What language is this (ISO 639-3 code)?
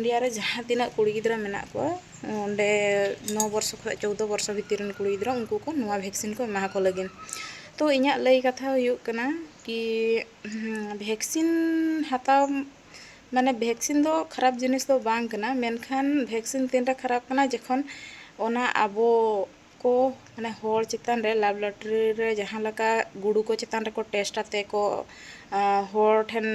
sat